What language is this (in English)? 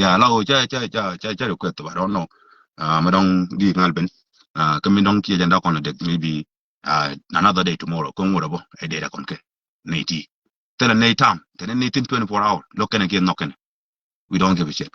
Nuer